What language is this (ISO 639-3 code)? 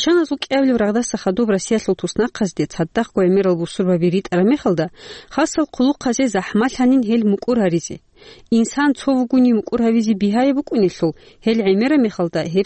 ava